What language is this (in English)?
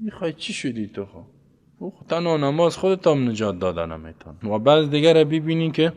Persian